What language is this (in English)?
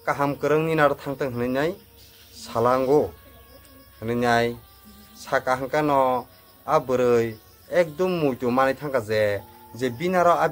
Kok Borok